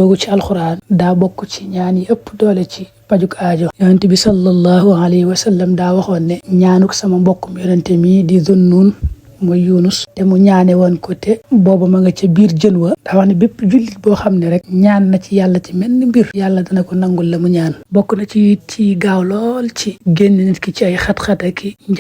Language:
Wolof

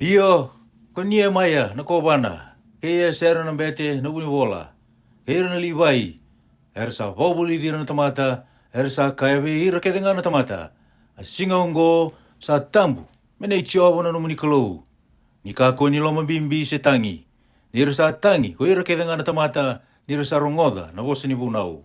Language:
Fijian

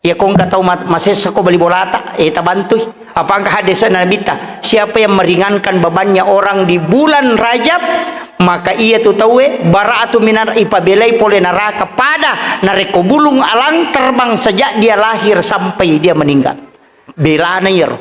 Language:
Buginese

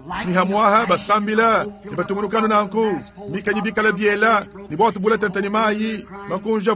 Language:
Luba-Lulua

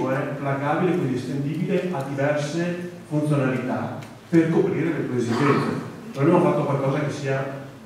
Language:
Italian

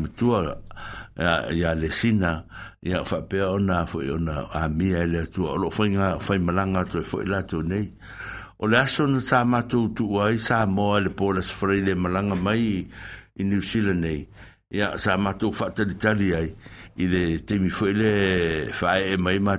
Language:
Samoan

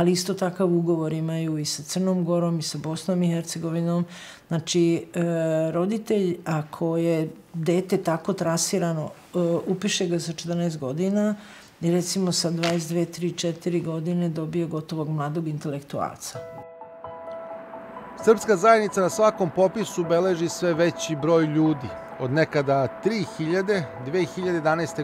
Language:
Serbian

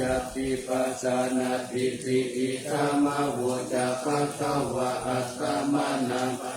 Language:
Pali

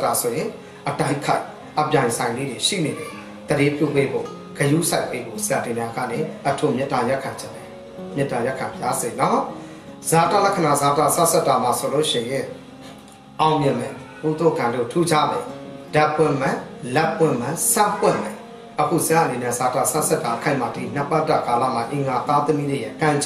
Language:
Burmese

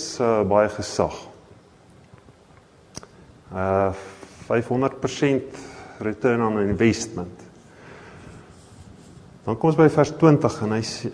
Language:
Afrikaans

